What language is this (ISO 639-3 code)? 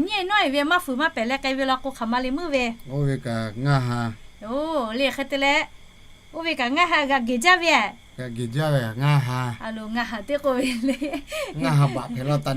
lhu